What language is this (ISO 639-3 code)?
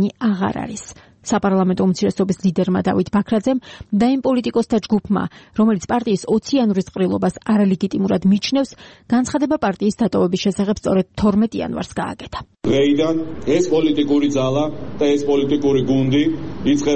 kat